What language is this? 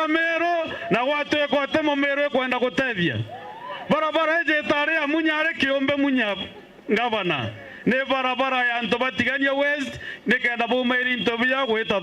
Meru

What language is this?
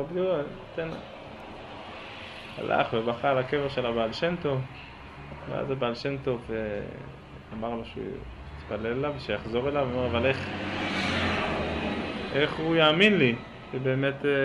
Hebrew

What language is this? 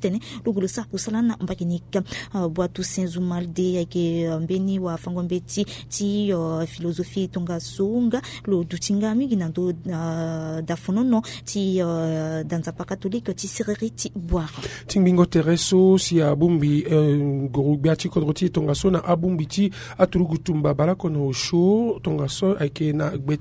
Sango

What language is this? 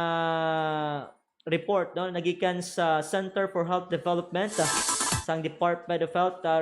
Hiligaynon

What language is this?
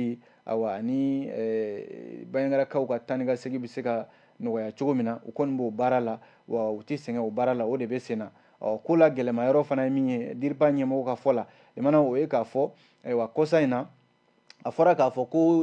Bambara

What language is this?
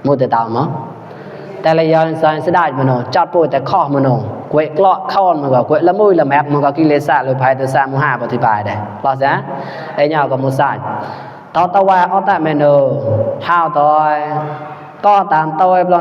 Mon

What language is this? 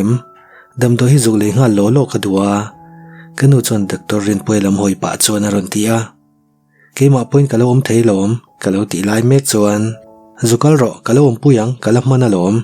Mizo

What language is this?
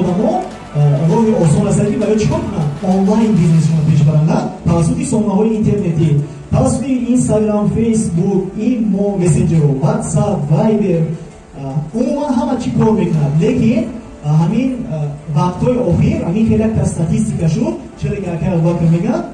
Tajik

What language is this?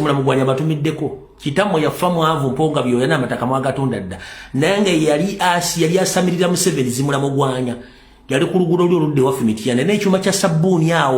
Ganda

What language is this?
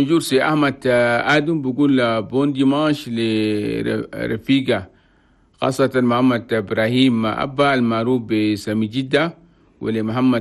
Chadian Arabic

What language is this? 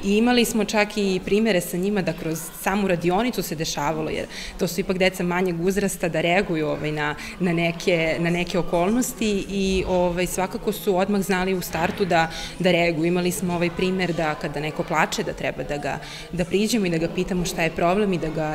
Serbian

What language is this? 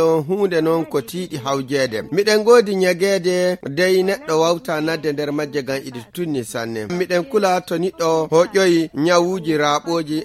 Fula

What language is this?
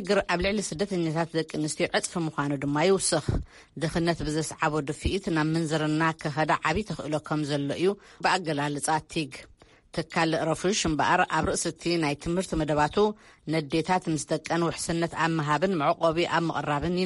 Tigrinya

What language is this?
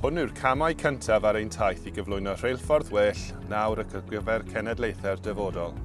Welsh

